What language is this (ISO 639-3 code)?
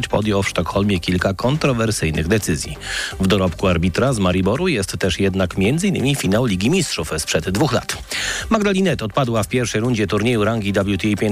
pol